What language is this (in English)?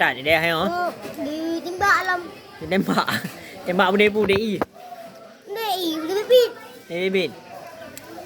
Achinese